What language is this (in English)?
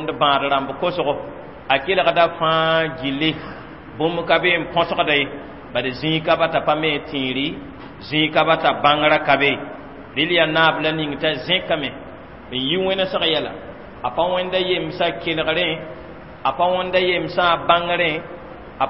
Mossi